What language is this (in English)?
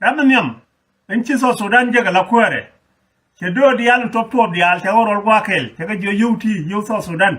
Nuer